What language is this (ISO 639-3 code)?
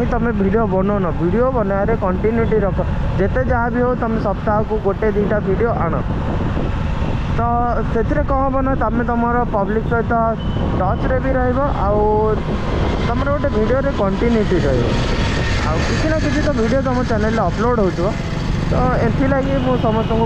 ori